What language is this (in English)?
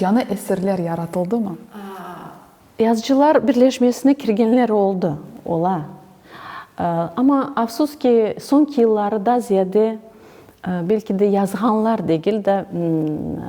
Crimean Tatar